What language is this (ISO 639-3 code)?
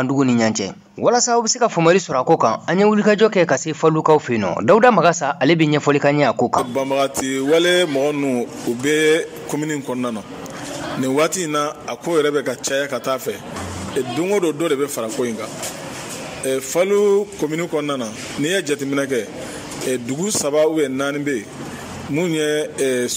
bam